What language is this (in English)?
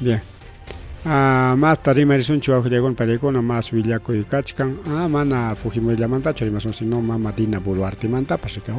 Ayacucho Quechua